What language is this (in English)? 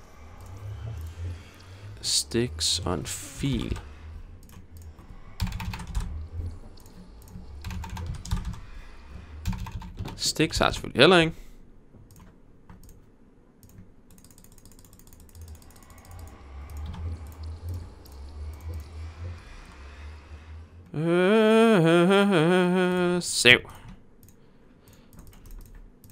Danish